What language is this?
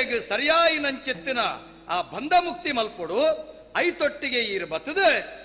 Tulu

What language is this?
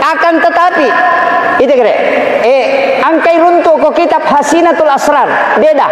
Buginese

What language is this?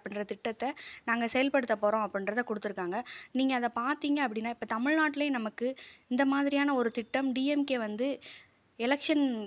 Tamil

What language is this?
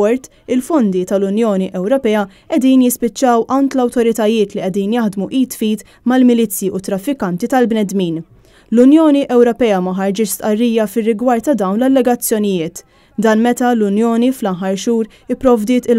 Maltese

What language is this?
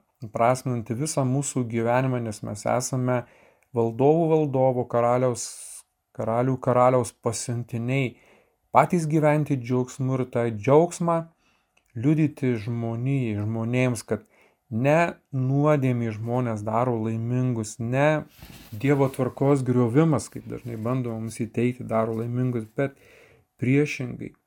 Lithuanian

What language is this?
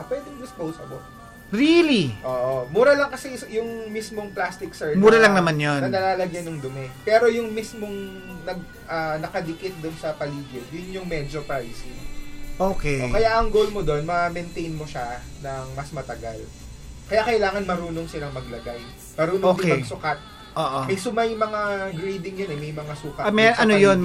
Filipino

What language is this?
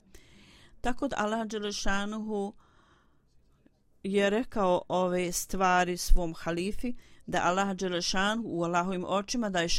Bosnian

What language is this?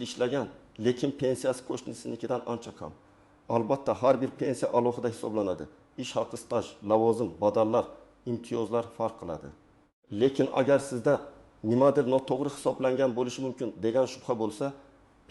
Uzbek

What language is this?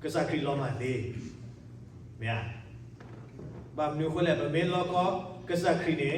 S'gaw Karen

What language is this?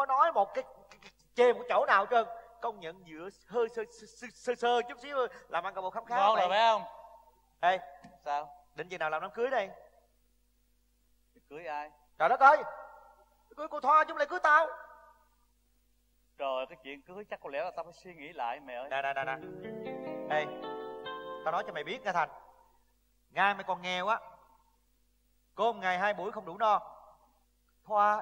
Vietnamese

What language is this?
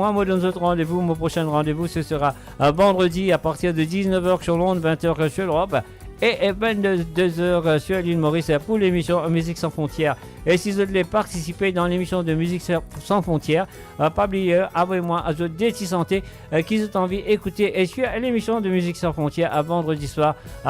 Morisyen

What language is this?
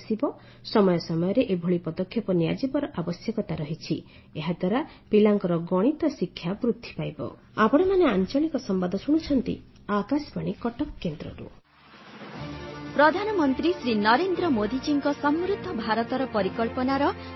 Odia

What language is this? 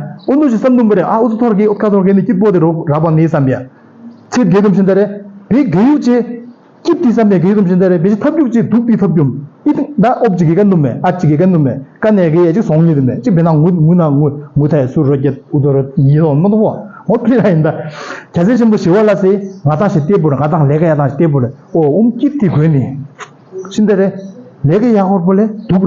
Tibetan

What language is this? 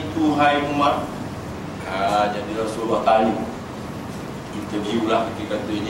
Malay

